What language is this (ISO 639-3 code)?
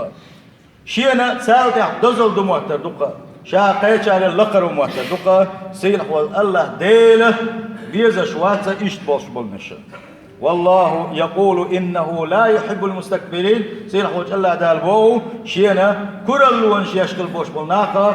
che